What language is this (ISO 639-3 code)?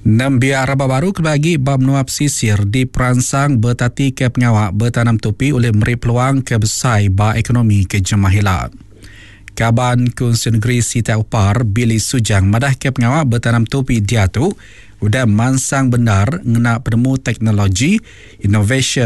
iba